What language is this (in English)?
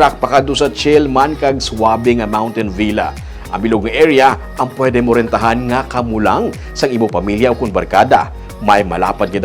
Hiligaynon